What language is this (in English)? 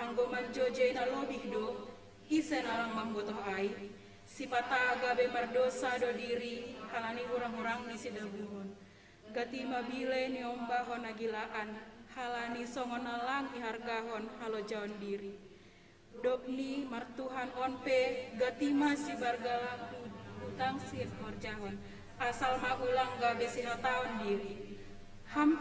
Batak Simalungun